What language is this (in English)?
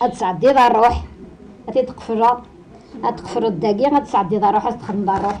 Kabyle